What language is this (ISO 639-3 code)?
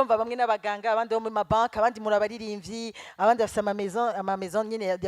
run